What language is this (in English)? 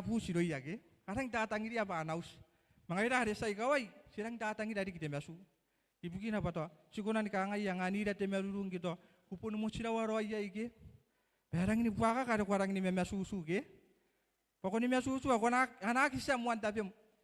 Gilbertese